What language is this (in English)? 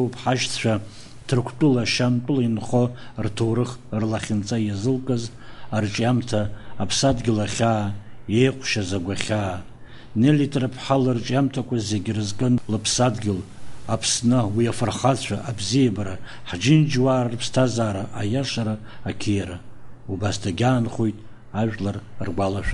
Abkhazian